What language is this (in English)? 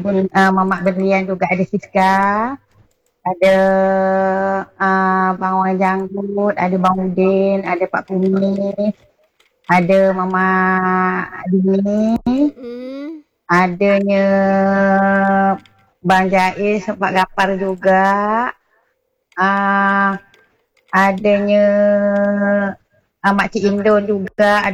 Malay